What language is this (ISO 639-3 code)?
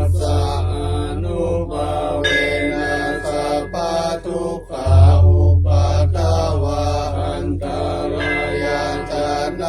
pli